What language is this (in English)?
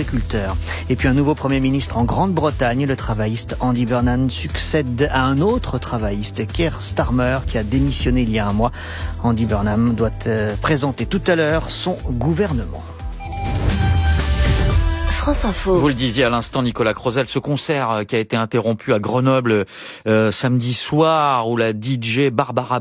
French